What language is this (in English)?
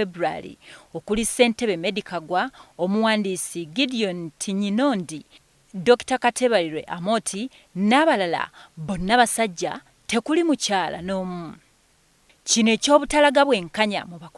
Ganda